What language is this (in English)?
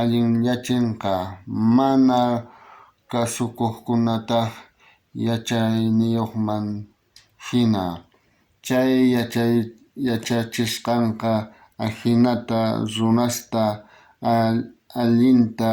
South Bolivian Quechua